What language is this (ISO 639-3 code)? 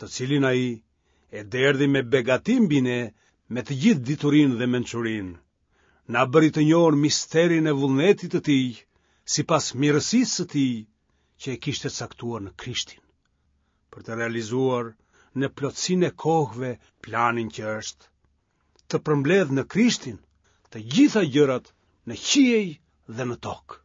sqi